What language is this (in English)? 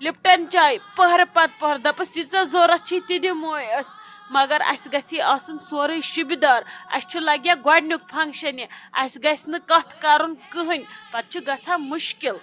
Kashmiri